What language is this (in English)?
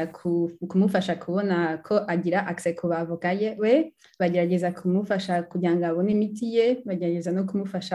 Kinyarwanda